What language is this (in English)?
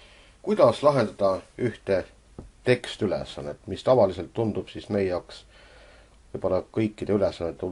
Estonian